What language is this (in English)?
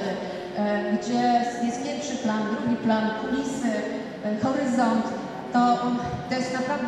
Polish